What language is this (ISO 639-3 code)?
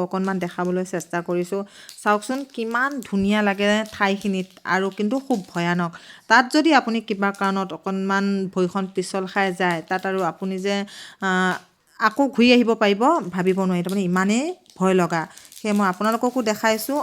asm